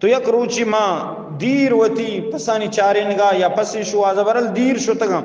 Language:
Eastern Balochi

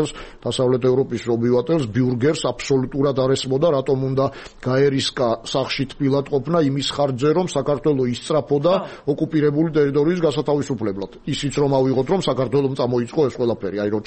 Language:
Georgian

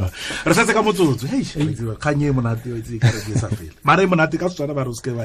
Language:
Tswana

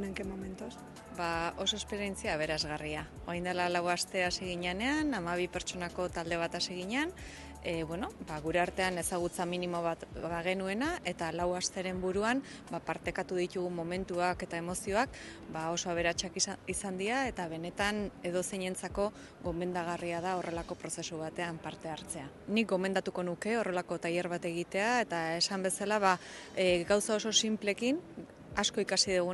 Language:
Basque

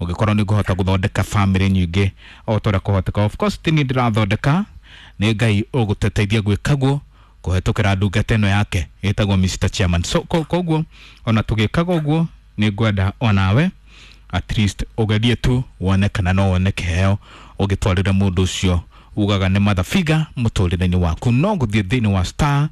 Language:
Kikuyu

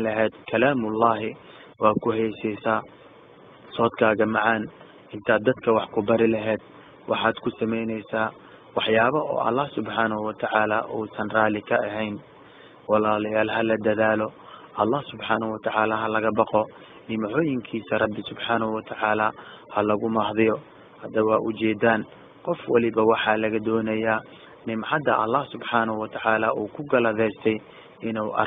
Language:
Somali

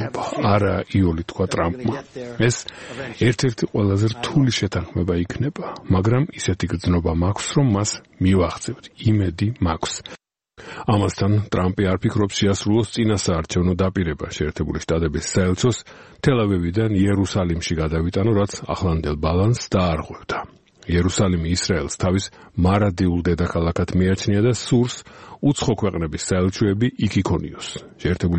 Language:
Georgian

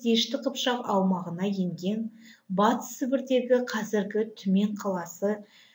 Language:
Kazakh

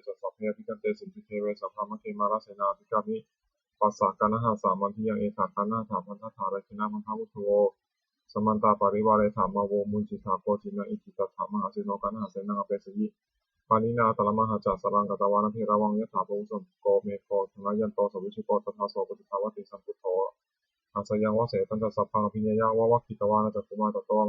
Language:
Pali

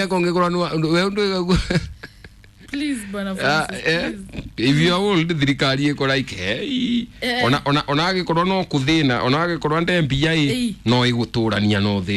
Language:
Kikuyu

